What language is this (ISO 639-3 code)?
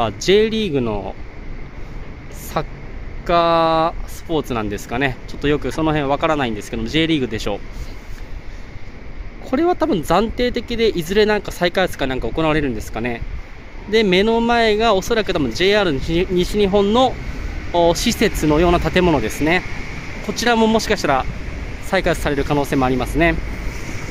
jpn